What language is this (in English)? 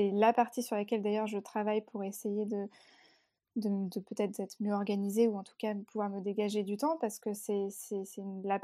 French